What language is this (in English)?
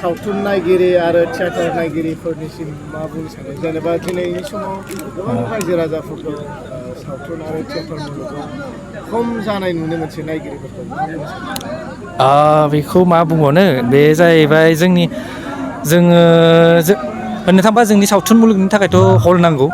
Bodo